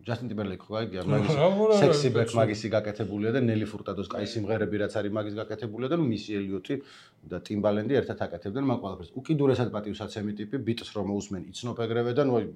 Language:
Georgian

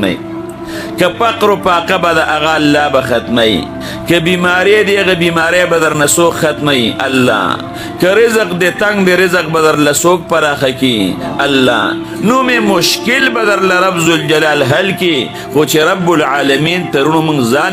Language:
Pashto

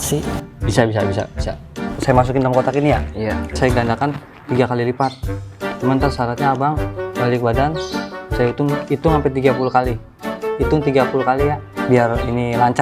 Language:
Betawi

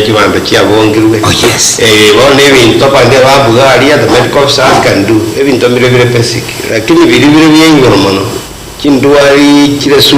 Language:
Gusii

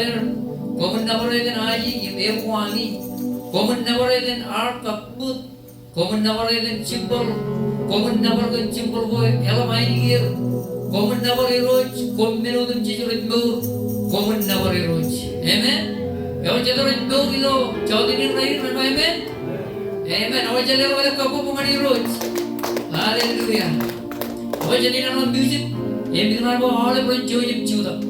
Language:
Marshallese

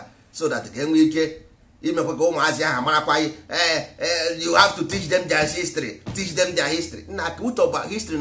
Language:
Igbo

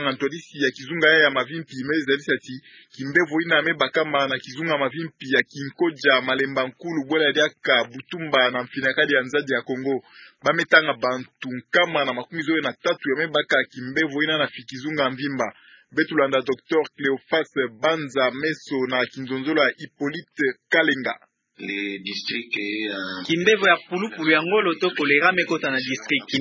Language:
Kituba (Democratic Republic of Congo)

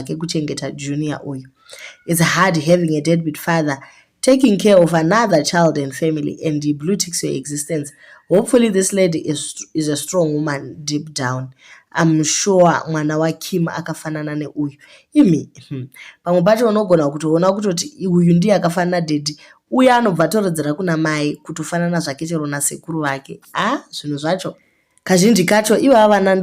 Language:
Shona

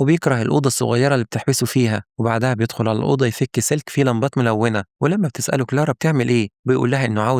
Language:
Egyptian Arabic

